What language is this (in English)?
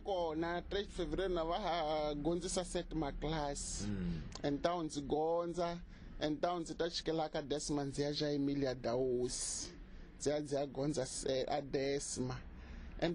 Tsonga